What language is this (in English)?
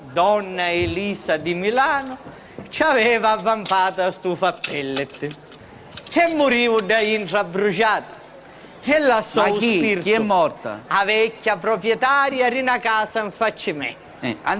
Sicilian